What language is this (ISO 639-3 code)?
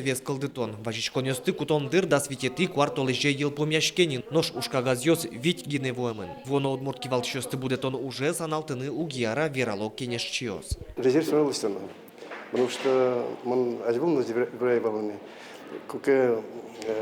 udm